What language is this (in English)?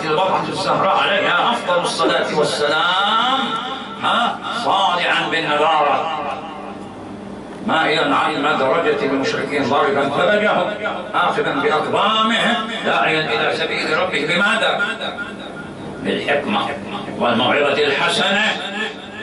Arabic